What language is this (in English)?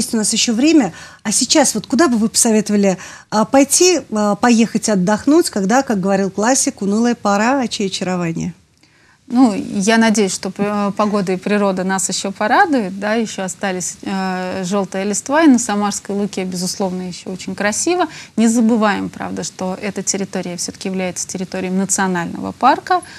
Russian